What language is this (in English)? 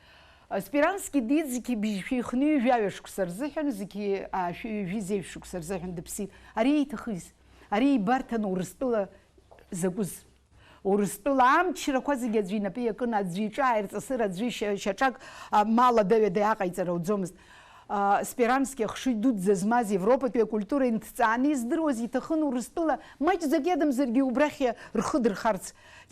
Abkhazian